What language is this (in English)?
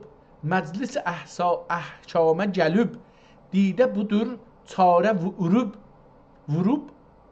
South Azerbaijani